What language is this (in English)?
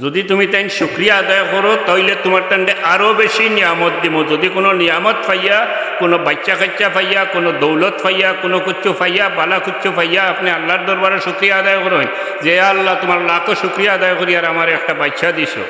Sylheti